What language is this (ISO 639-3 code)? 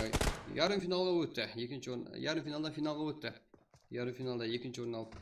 kaa